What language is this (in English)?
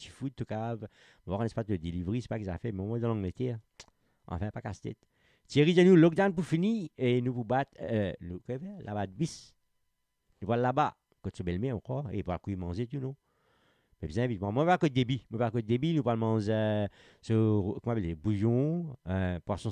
Morisyen